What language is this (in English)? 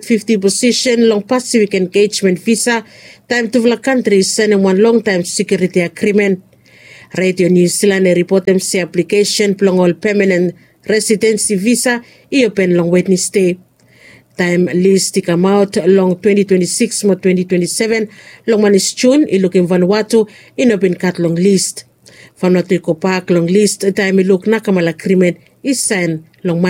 Bislama